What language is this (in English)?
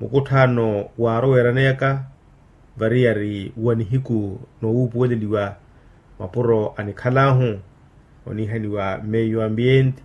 Makhuwa